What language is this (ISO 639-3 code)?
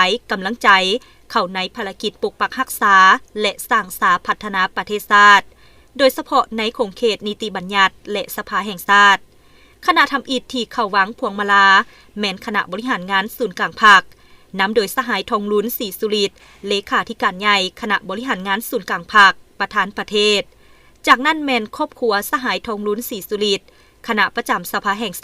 lao